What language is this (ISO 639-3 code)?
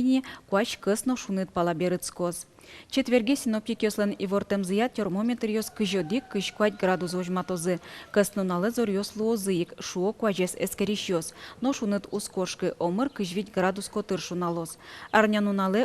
udm